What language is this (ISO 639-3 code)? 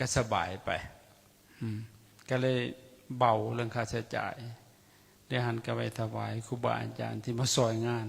lao